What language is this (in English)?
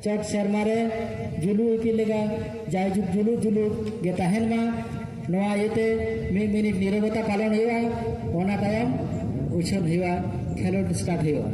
Santali